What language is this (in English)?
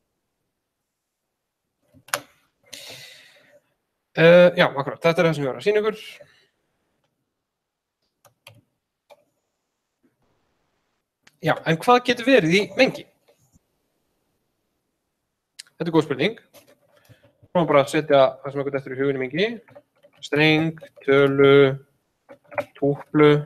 Icelandic